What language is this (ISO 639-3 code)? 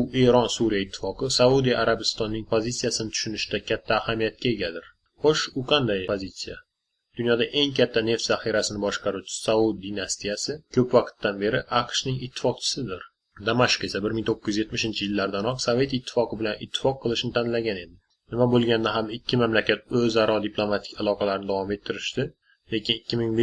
uzb